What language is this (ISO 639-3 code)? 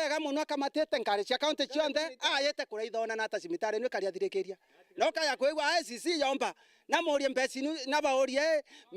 mer